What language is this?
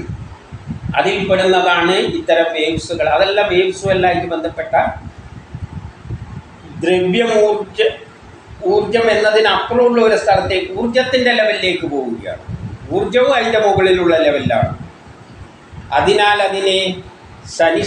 Malayalam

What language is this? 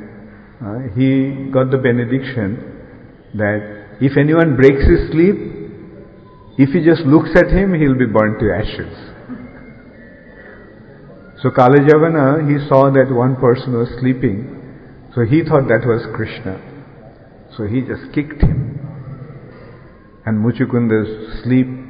English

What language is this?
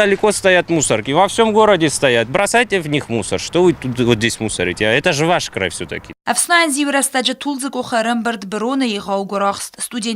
Ossetic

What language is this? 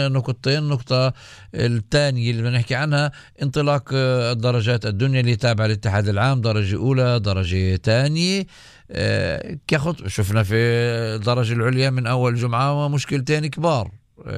North Levantine Arabic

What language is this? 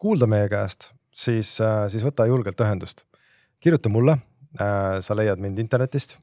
Estonian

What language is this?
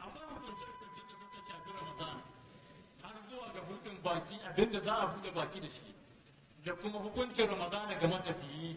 Hausa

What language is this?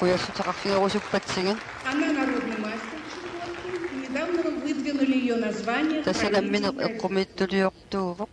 Kalaallisut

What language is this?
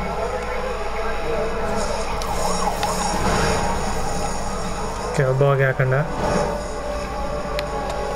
Kannada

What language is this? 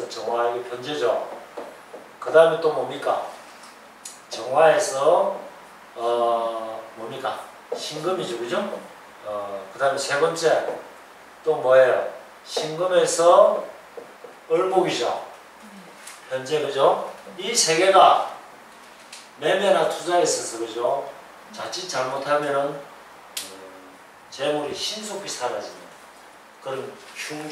Korean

